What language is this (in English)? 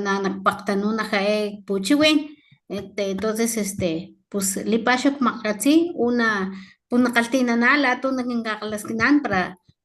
Papantla Totonac